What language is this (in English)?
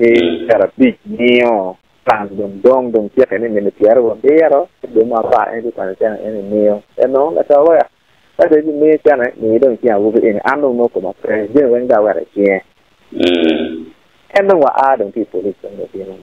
Acoli